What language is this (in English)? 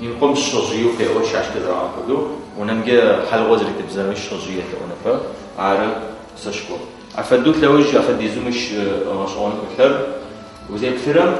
Adyghe